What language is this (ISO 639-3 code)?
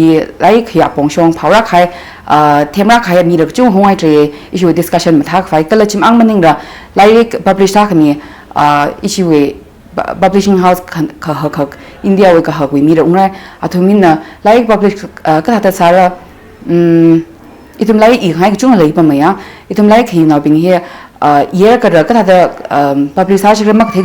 nmf